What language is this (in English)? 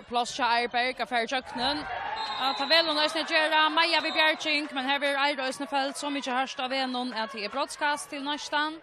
Faroese